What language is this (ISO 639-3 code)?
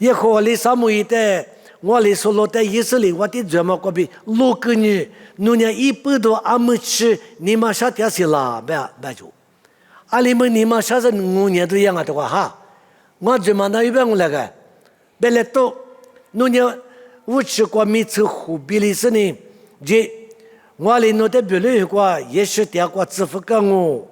lis